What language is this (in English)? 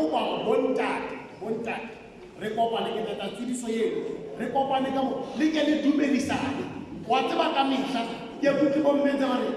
Southern Sotho